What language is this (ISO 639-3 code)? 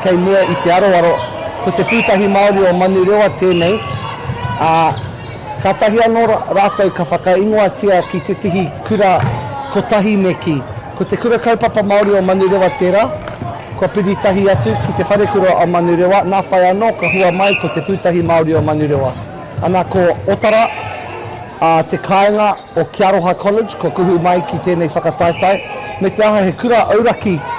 mri